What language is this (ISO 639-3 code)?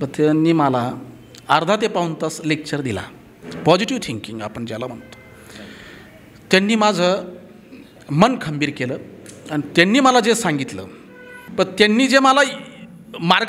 mar